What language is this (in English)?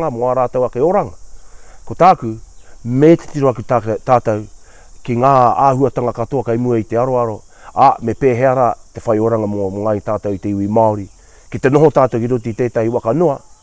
Māori